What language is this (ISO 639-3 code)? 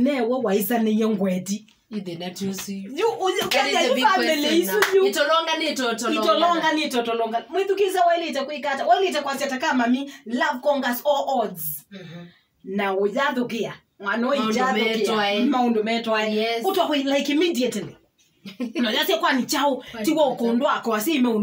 kam